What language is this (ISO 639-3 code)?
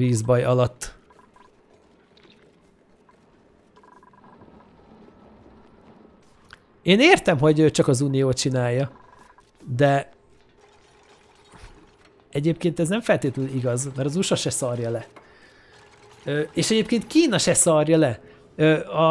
hun